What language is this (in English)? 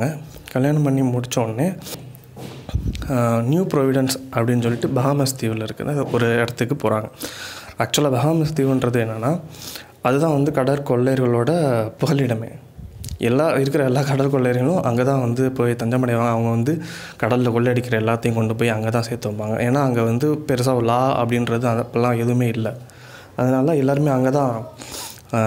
Tamil